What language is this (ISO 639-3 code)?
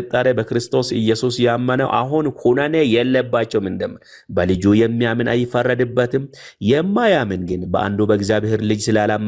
amh